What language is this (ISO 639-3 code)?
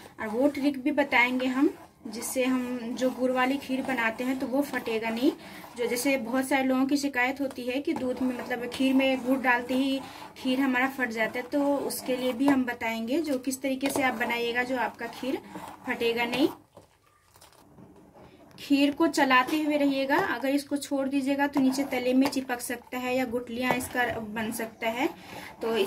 hin